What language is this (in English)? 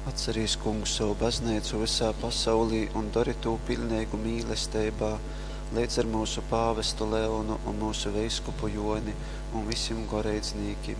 Latgalian